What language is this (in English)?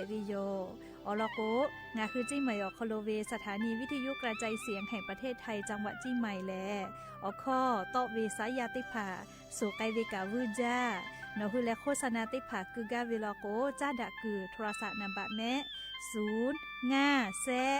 Lahu